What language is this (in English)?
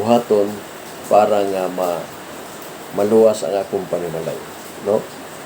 Cebuano